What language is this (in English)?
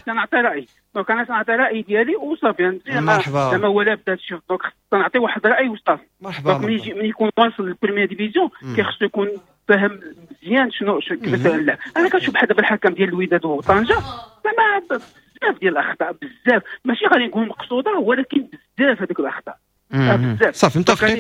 Moroccan Arabic